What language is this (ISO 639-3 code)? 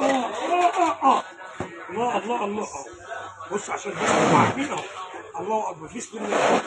arz